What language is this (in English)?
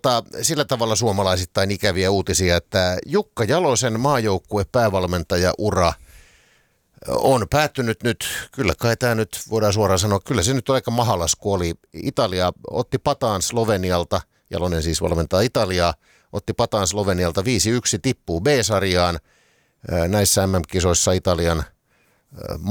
Finnish